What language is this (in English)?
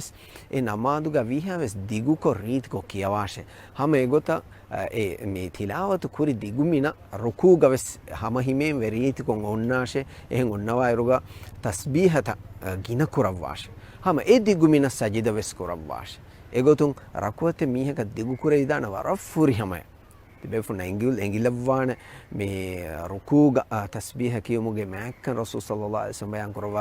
Divehi